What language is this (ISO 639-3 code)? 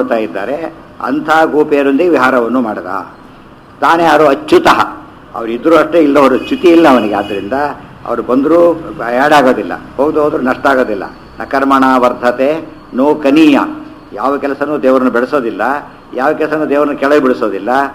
kan